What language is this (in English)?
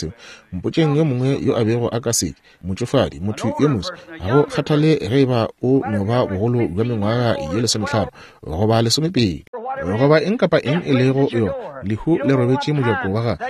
Northern Sotho